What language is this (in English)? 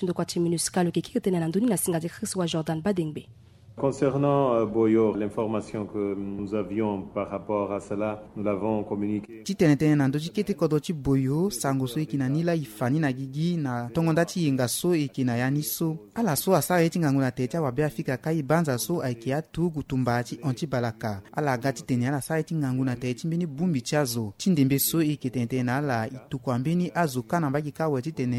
Sango